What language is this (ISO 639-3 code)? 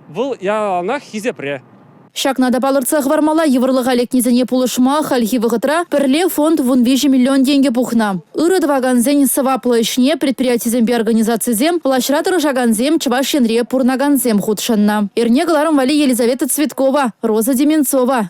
chv